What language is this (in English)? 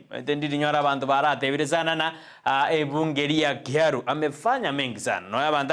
Gusii